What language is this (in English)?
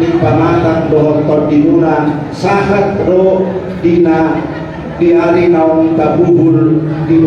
Batak Toba